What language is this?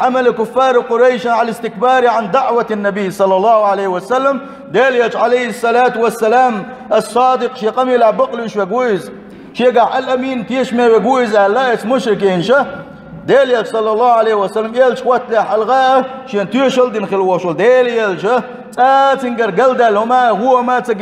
Chechen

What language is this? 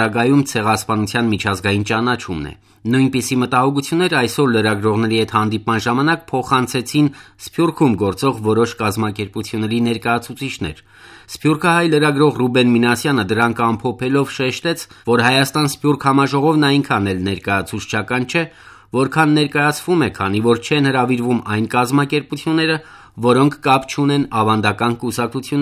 Armenian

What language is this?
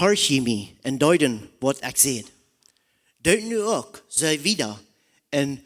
Plautdietsch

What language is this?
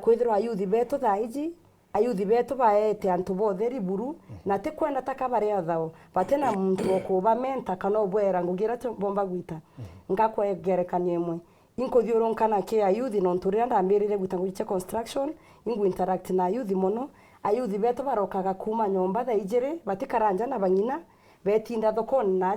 Meru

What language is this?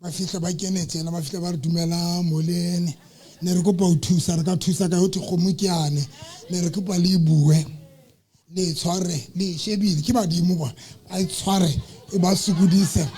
Southern Sotho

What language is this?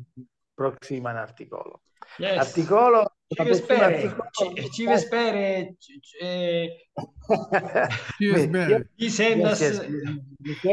Esperanto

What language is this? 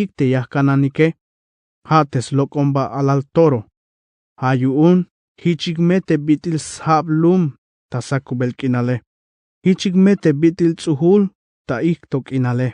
Tzeltal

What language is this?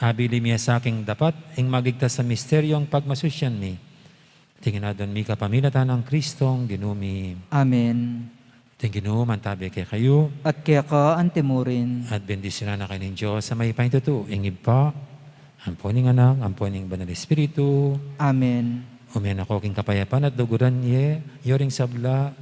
Pampanga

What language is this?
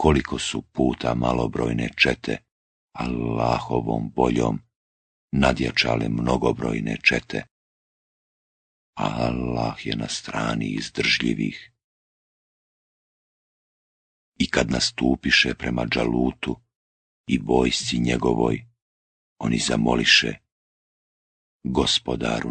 Bosnian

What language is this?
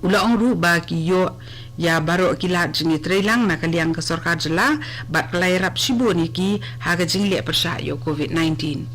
Khasi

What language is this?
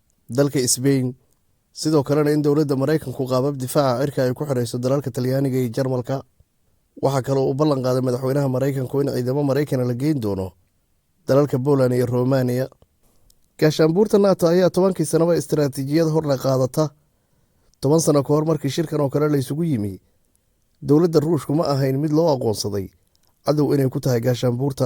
Somali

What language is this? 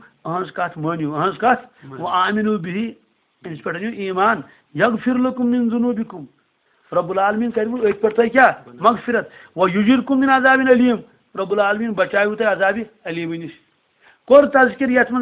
Kashmiri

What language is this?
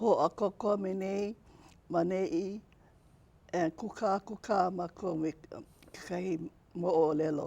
Hawaiian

